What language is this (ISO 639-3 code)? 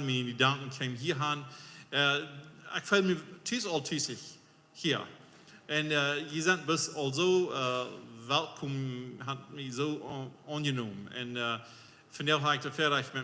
pdt